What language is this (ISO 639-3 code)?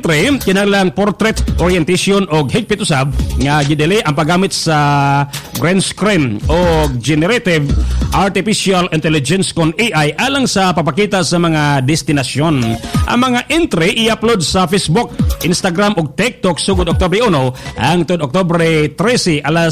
ceb